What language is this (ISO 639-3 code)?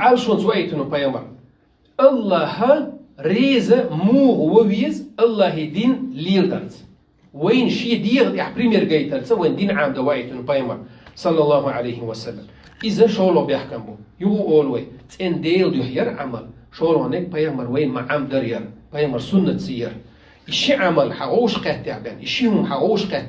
che